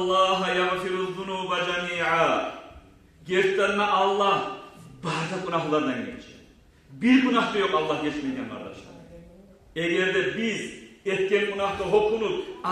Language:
Kumyk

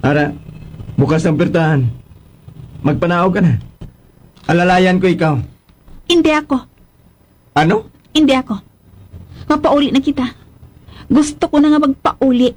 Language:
Hiligaynon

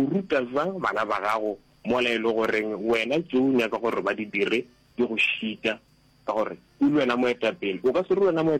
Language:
Northern Sotho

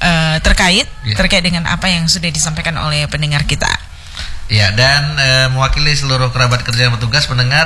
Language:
Indonesian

